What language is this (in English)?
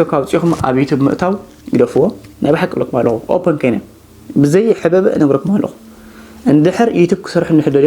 Tigrinya